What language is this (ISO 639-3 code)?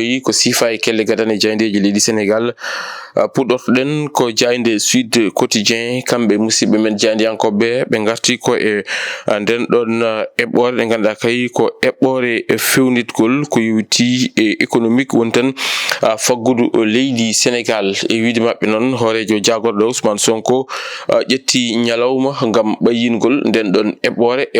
ful